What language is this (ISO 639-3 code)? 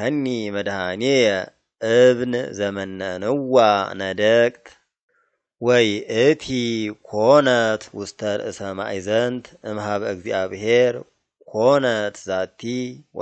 gez